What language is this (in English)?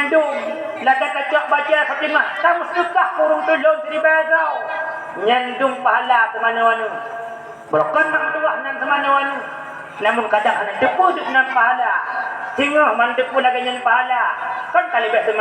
Achinese